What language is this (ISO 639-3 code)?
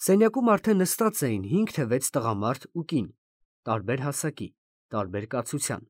hye